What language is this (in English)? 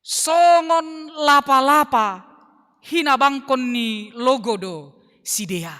Batak Simalungun